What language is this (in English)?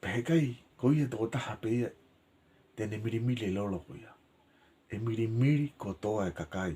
Tongan